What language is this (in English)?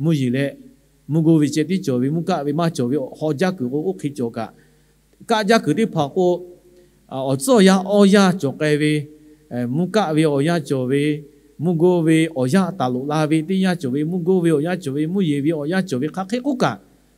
Lahu